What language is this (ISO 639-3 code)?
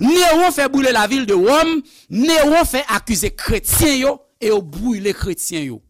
hat